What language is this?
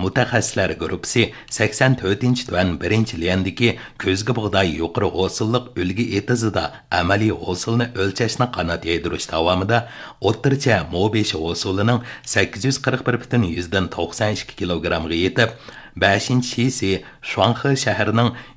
Uyghur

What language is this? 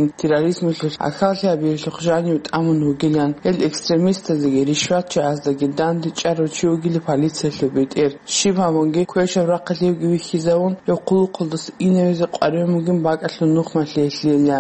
Avaric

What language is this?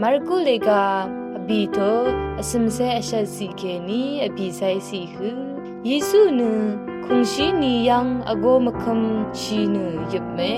Rawang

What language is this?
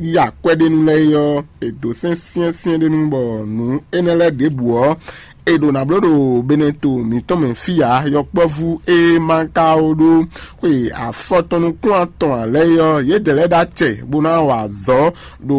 Fon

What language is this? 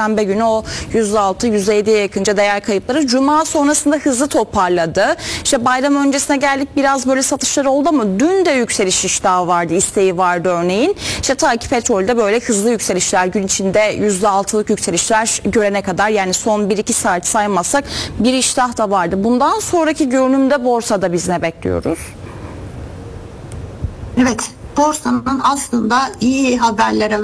Turkish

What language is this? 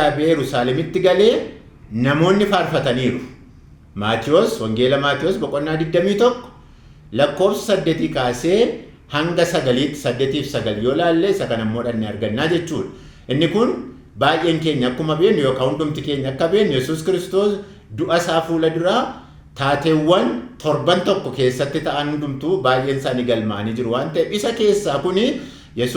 Oromo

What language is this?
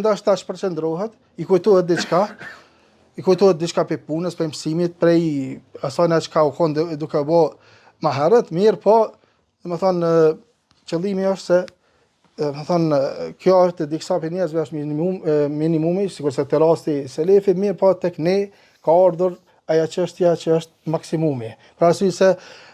Albanian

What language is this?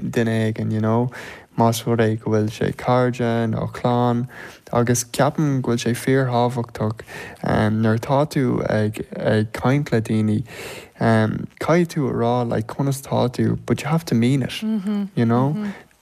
Irish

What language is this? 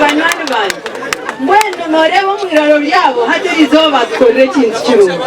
Nyankole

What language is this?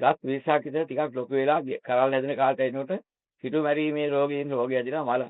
Sinhala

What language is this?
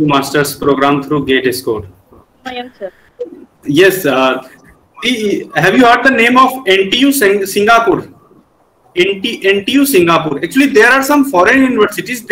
English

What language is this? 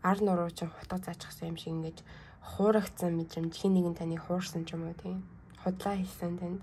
Mongolian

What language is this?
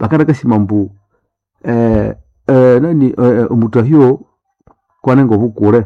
Nande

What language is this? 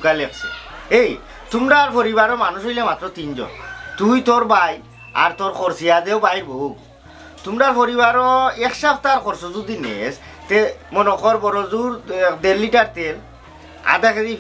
Sylheti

